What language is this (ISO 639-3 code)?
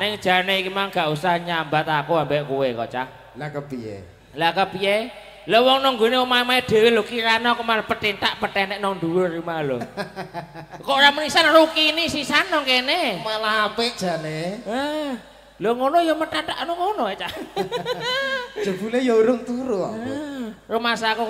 jav